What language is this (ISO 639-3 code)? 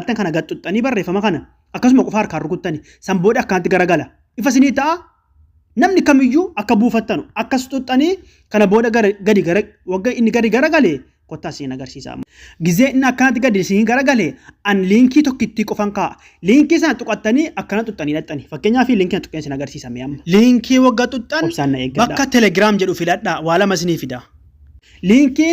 orm